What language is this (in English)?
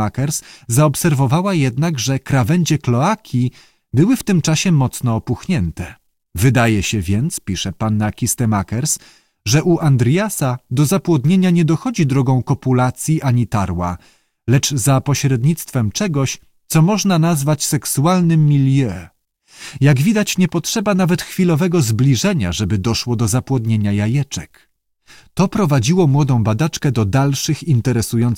Polish